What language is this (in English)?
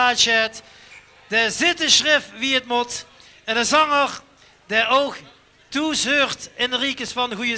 Limburgish